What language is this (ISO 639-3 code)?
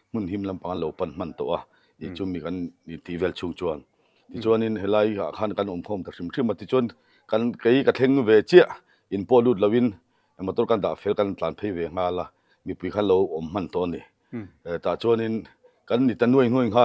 lus